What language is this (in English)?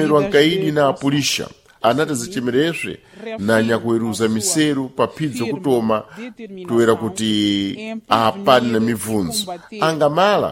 Sena